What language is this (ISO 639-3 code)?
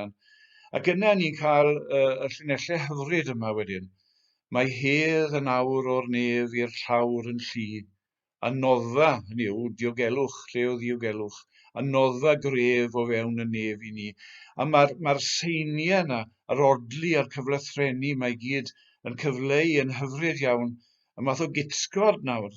cym